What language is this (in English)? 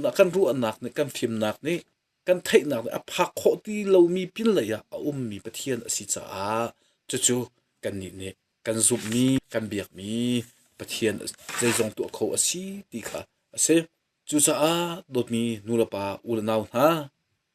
Hakha Chin